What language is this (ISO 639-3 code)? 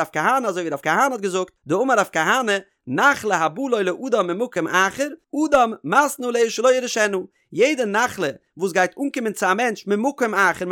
yid